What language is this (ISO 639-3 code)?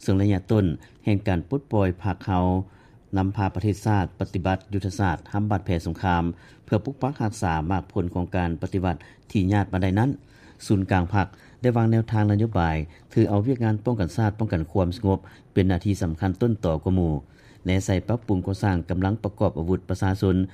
lao